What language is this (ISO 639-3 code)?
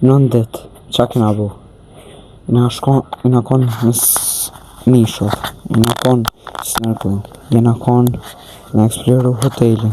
sqi